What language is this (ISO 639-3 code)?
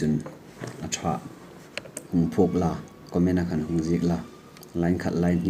hmr